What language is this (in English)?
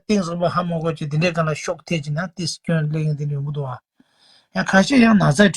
Tibetan